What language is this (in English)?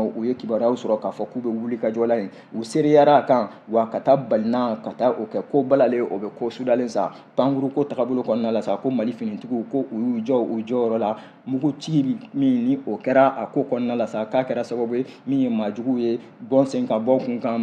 Bambara